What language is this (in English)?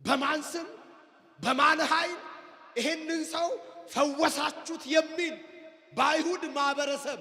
Amharic